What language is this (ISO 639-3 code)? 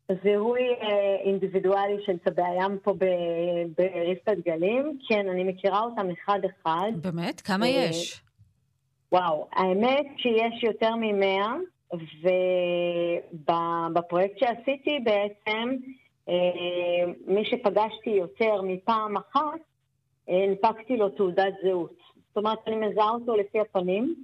heb